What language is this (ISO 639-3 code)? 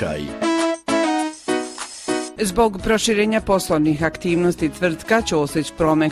hrv